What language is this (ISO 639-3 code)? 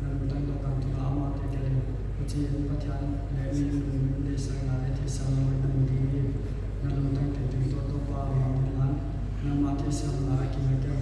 pck